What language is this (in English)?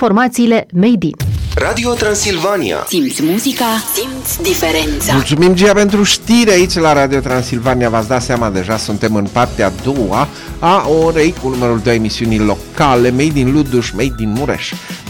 Romanian